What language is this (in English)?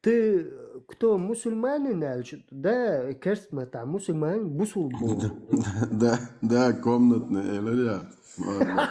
Chechen